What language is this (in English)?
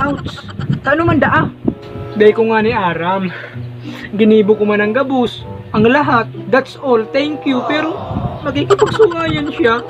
Bikol